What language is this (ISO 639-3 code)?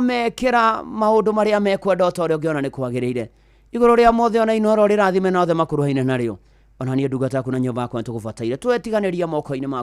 kik